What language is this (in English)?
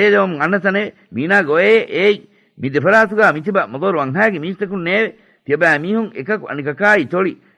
Divehi